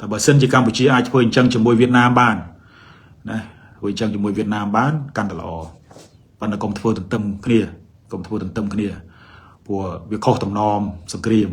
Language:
Khmer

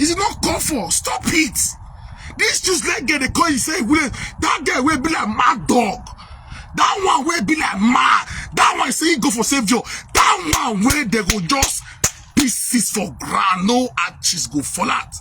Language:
Nigerian Pidgin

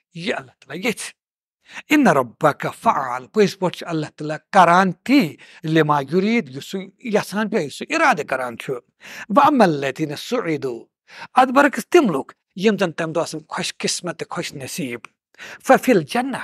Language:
Kashmiri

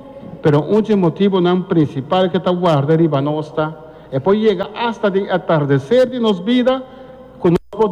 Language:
Papiamento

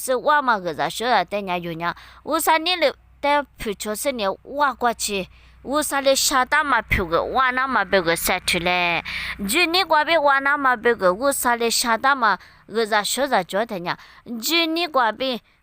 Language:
Lisu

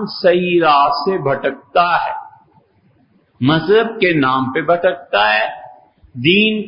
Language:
Urdu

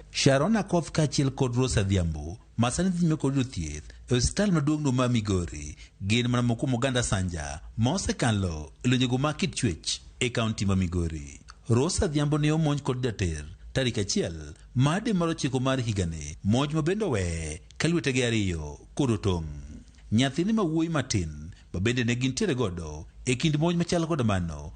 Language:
Luo (Kenya and Tanzania)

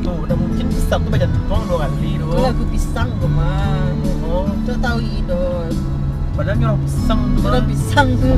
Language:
Minangkabau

